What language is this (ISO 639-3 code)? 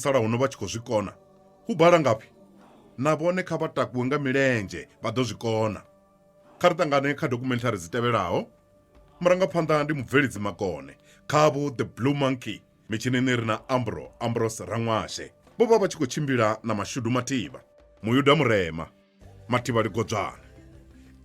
ven